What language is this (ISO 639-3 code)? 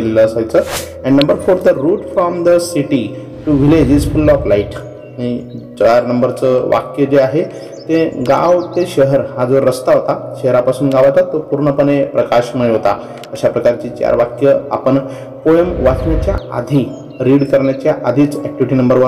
mar